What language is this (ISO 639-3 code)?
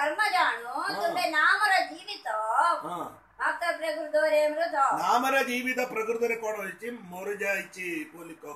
ori